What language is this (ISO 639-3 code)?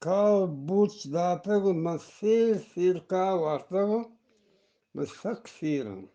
bgp